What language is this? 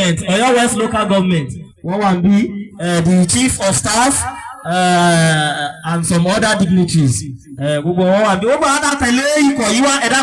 Yoruba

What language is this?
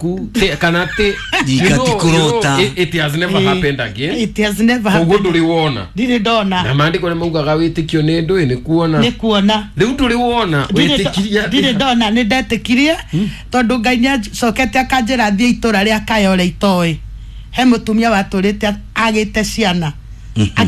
Kikuyu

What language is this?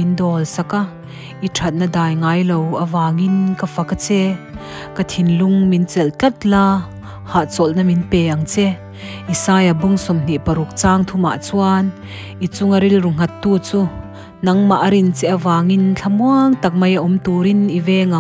Mizo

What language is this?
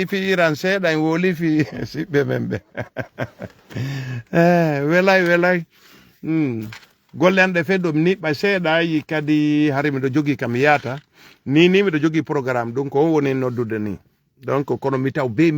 Fula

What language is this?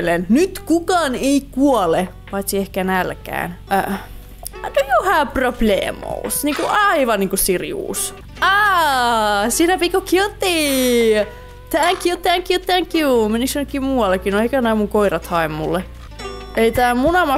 Finnish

